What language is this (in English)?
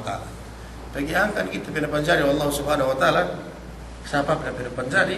Yakan